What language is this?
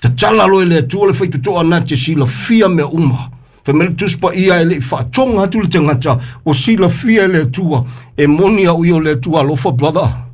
Samoan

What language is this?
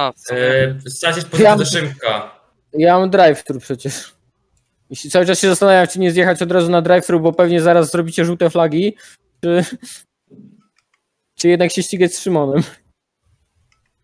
Polish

